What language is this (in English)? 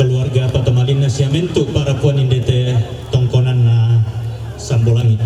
Toraja-Sa'dan